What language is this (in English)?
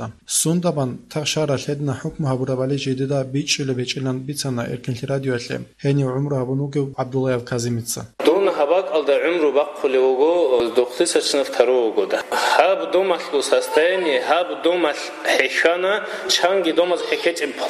Avaric